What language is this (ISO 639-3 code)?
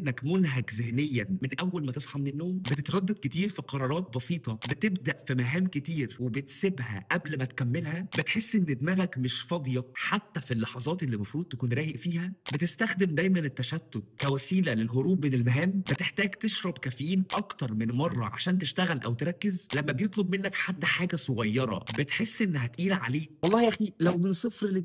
arz